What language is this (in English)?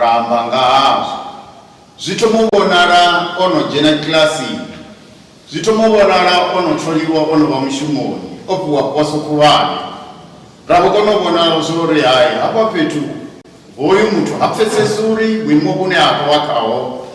Venda